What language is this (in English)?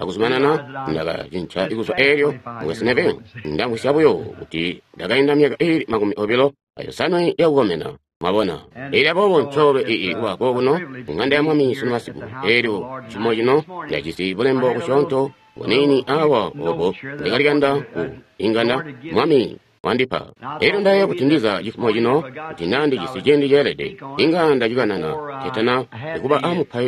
Tonga (Zambia)